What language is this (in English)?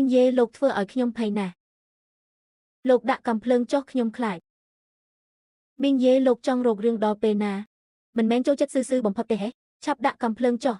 Khmer